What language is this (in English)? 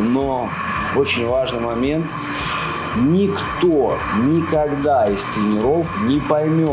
Russian